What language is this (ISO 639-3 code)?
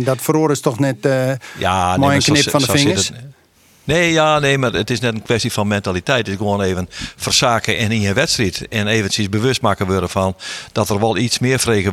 fry